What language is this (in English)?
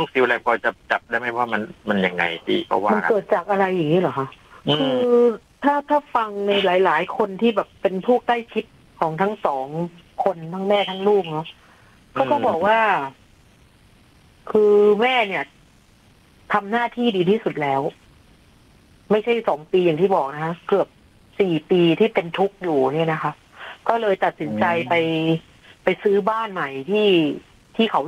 Thai